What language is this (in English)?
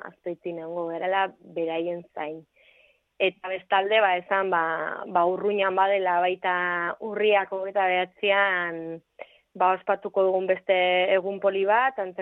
Basque